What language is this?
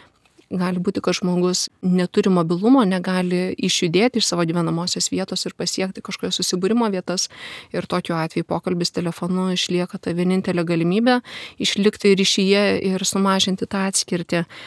Lithuanian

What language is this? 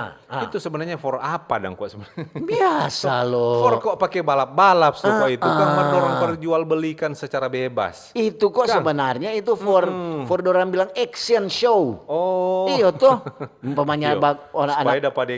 Manado Malay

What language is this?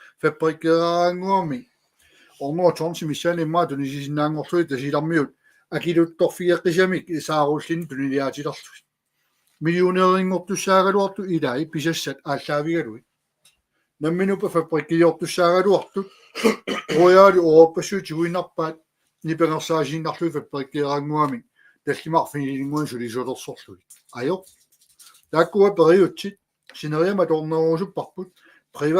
Kalaallisut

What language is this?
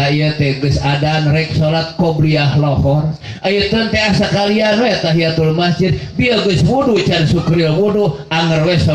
Sundanese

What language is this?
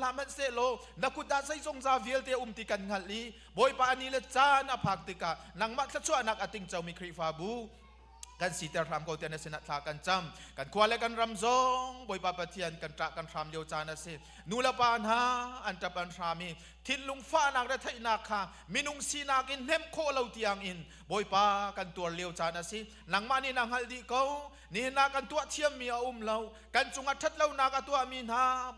Hakha Chin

